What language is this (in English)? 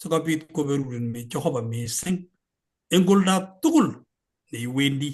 Kalenjin